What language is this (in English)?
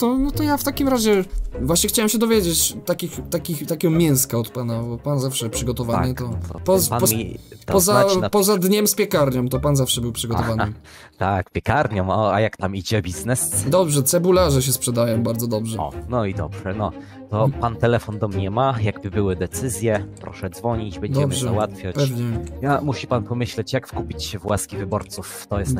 Polish